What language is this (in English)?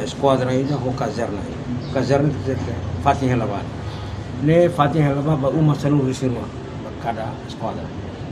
Tetum